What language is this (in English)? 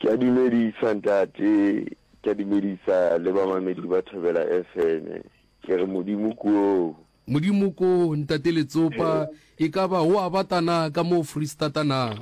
Northern Sotho